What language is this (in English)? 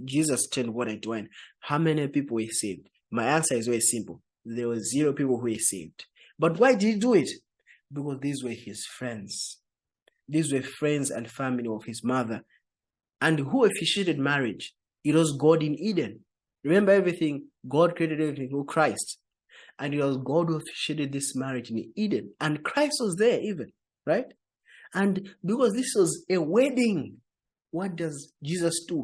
English